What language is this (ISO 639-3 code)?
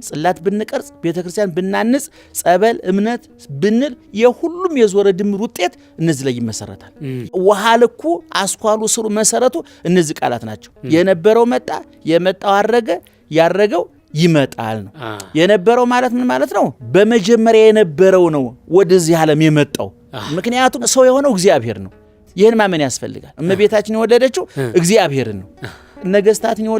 amh